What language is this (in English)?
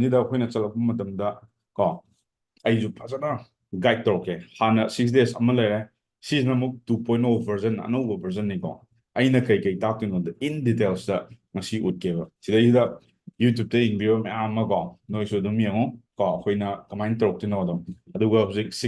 Manipuri